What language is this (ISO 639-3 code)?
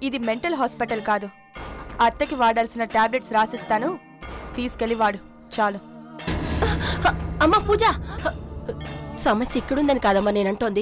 tel